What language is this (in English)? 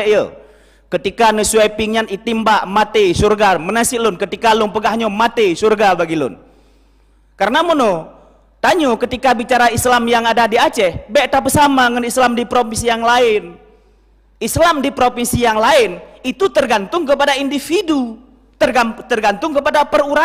Achinese